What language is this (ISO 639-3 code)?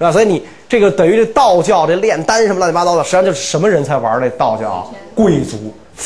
zho